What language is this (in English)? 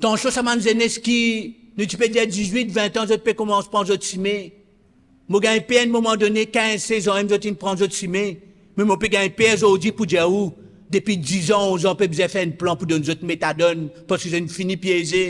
Morisyen